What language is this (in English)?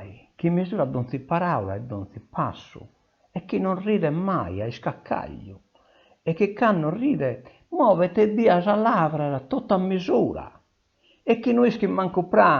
Sardinian